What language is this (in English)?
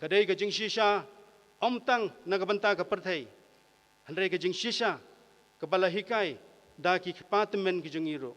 Khasi